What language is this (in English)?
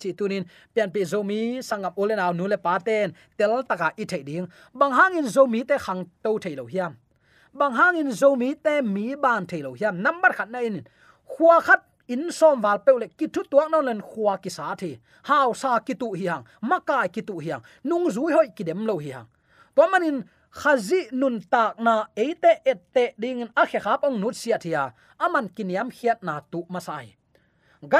Tedim Chin